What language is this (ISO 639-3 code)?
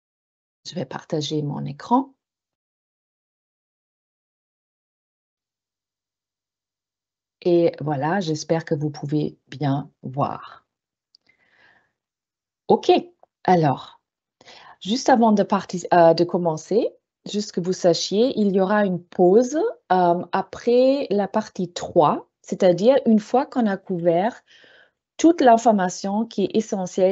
fra